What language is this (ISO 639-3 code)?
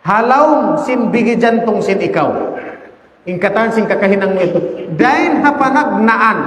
tsg